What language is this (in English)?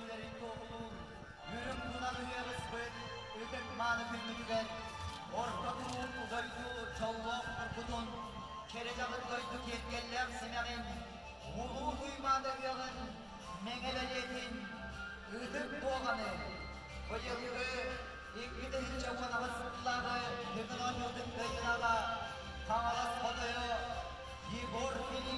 Yakut